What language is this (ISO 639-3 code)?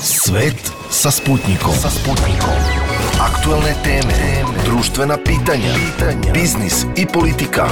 srp